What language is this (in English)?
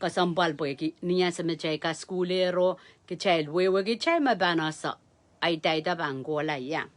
Pohnpeian